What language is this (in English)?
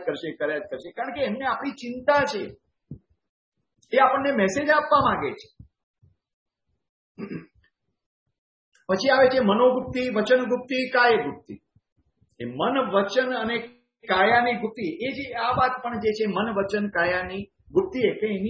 Gujarati